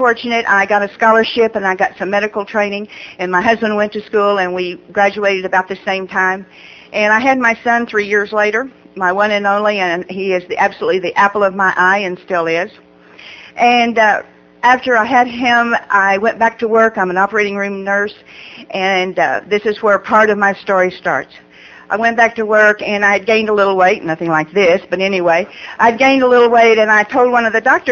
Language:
English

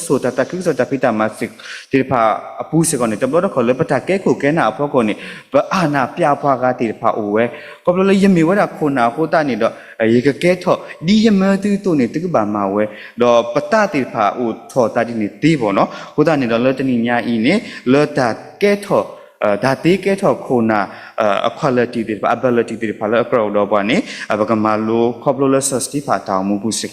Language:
S'gaw Karen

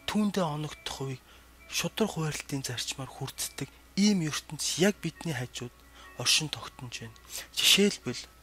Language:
Mongolian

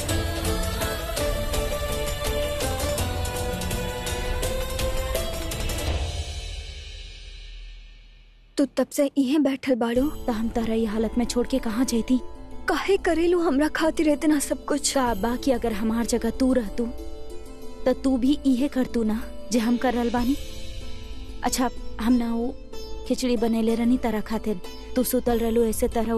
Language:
Bhojpuri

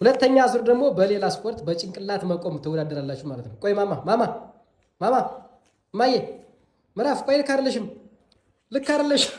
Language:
Amharic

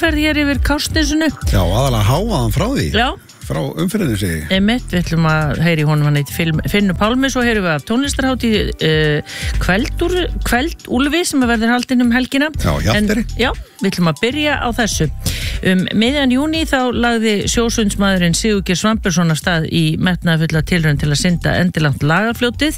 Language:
Icelandic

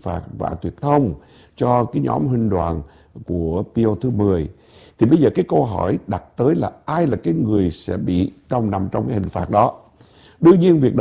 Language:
Vietnamese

